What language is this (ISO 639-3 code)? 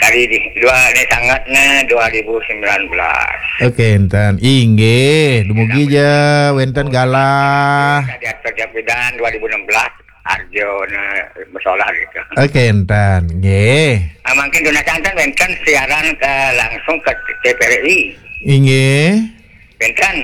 ban